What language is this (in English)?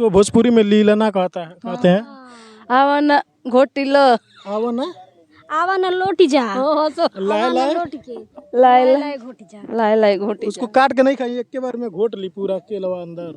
Bhojpuri